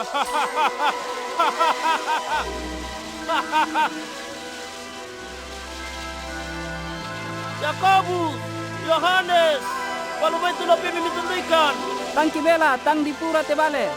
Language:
Toraja-Sa'dan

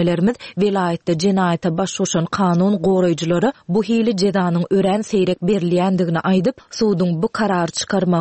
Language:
Turkmen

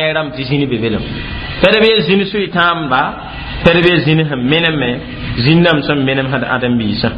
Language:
Mossi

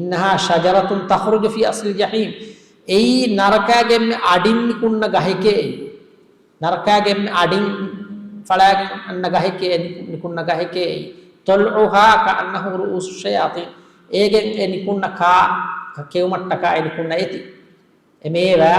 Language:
Divehi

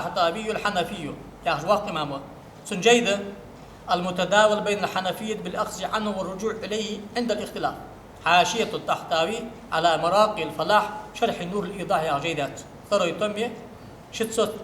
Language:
Ingush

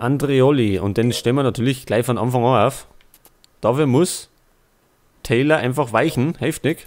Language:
Bavarian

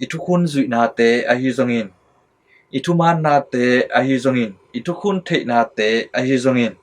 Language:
Tedim Chin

